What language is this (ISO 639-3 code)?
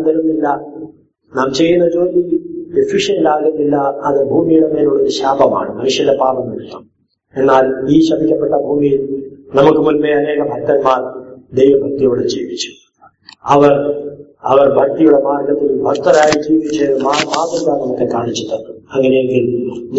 mal